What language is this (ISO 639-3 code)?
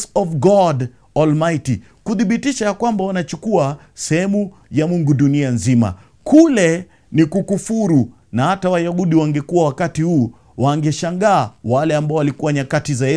swa